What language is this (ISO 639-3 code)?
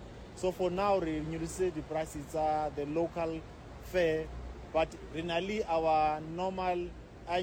sot